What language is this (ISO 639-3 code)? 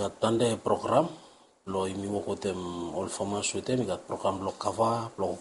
bis